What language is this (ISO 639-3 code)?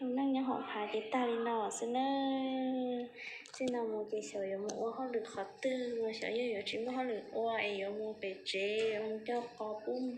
hmn